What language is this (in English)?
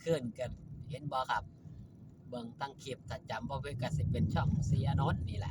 Northeastern Thai